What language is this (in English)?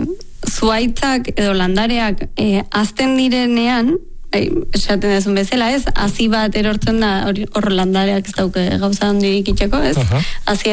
Basque